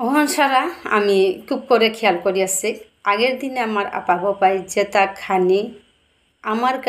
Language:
Bishnupriya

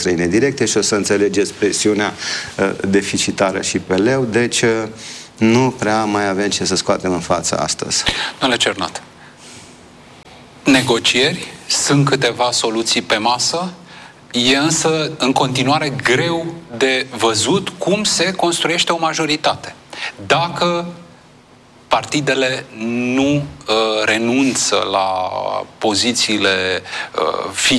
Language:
Romanian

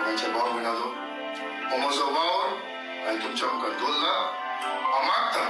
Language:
Konkani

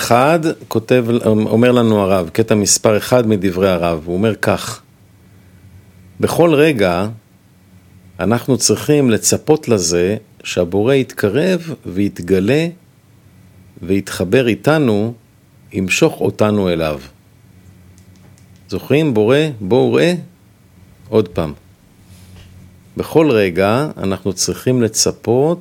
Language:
Hebrew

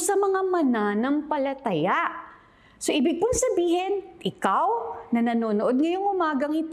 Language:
Filipino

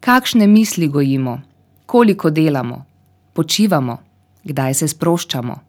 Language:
Slovenian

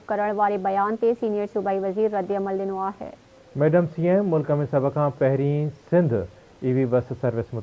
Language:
Sindhi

